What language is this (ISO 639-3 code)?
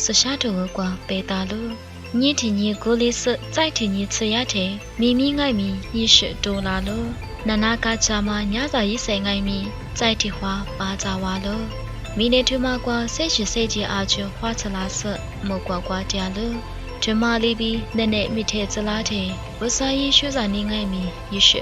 lis